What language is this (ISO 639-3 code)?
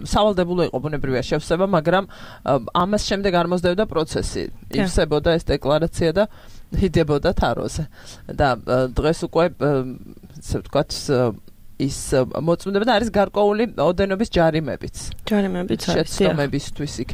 kat